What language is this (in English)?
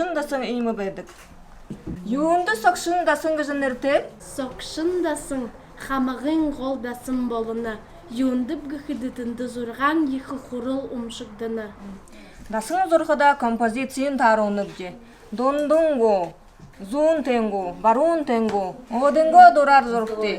Buriat